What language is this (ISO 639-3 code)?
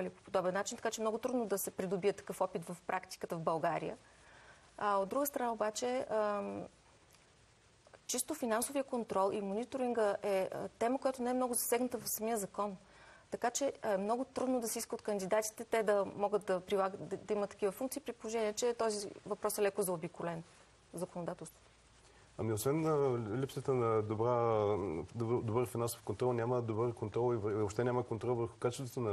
bul